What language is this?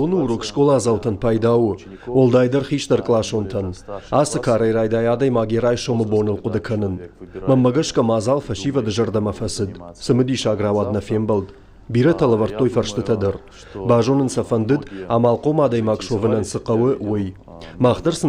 Ossetic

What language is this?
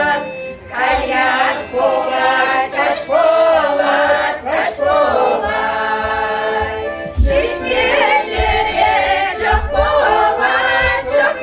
Chuvash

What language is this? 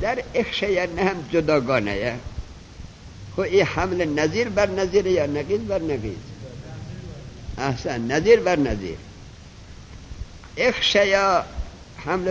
Persian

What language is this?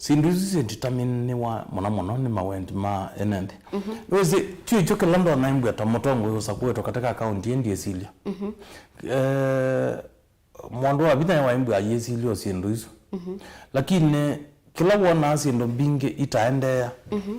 Kamba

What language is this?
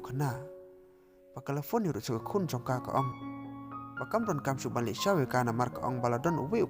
Khasi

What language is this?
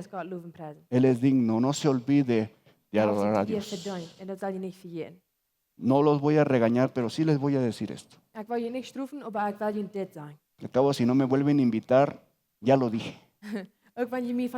Plautdietsch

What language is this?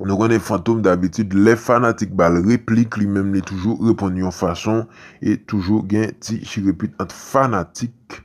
Haitian Creole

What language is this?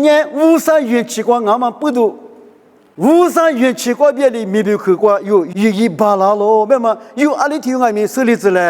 Lisu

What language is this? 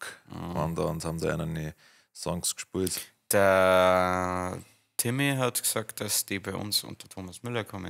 Bavarian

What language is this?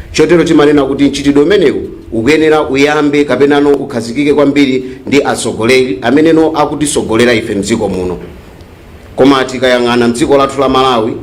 Nyanja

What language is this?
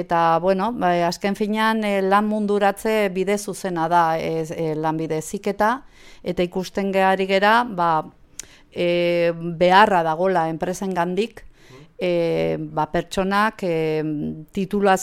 Basque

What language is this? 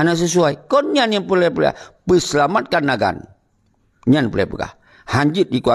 Achinese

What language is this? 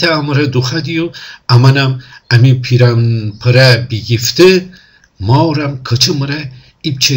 Gilaki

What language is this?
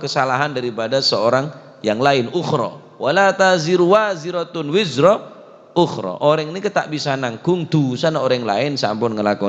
Madurese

